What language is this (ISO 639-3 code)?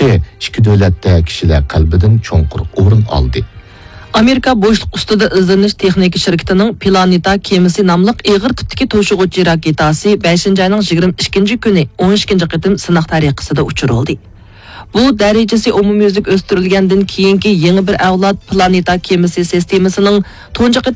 uig